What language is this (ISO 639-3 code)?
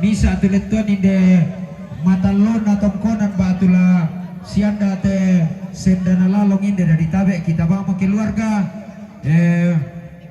sda